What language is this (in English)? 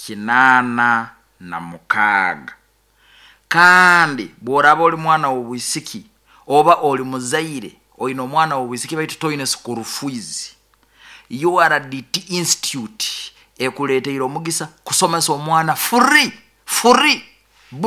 Nyoro